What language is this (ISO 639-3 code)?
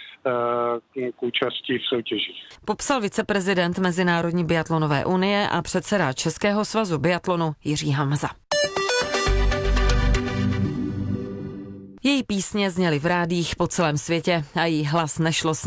ces